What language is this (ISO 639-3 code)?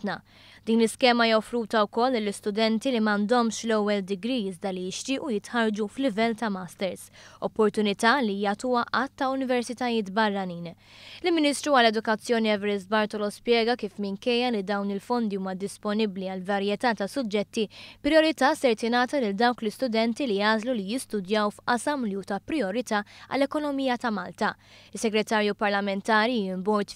mlt